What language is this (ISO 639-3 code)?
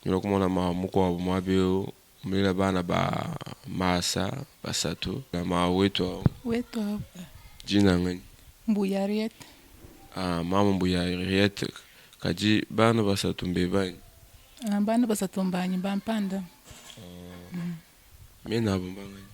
lua